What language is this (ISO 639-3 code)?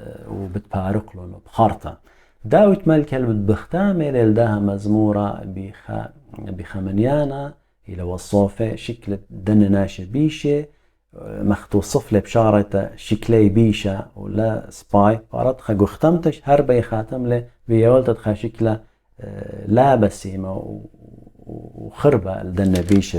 aii